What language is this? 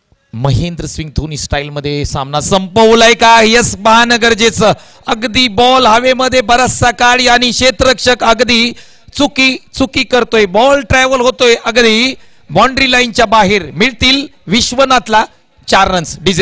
Marathi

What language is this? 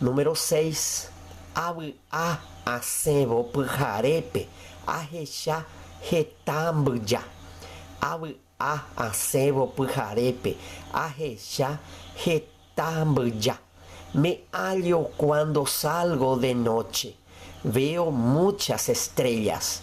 Guarani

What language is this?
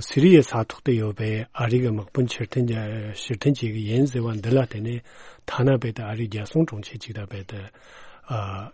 Tibetan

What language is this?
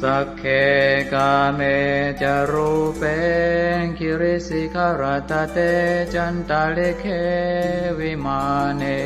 Pali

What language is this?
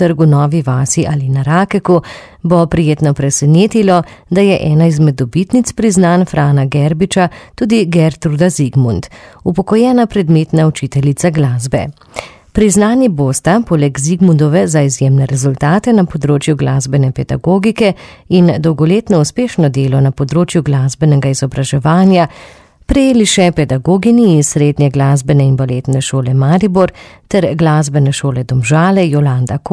Slovenian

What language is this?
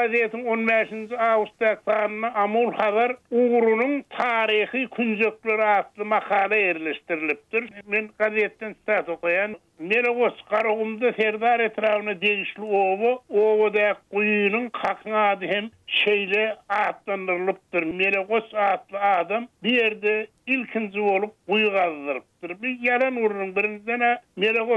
Turkmen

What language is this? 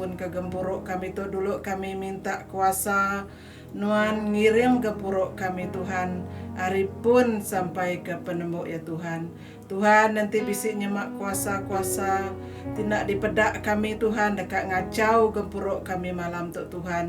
Iban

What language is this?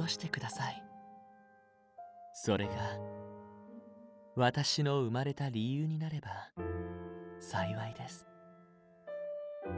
Japanese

